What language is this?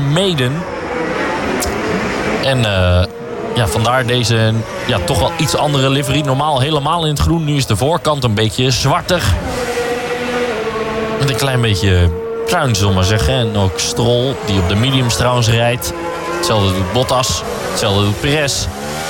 Dutch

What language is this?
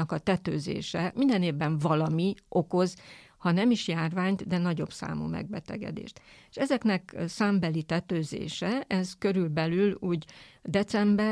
Hungarian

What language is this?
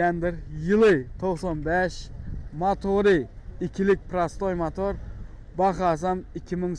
Turkmen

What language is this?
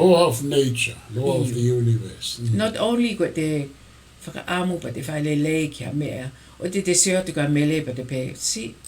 Tongan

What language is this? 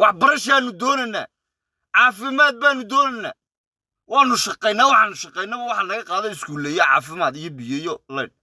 Somali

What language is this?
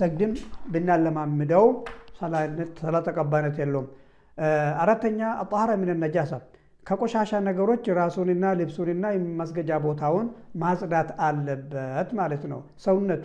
Amharic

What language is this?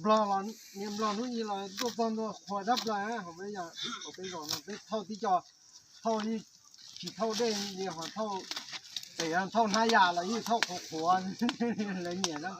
Hmong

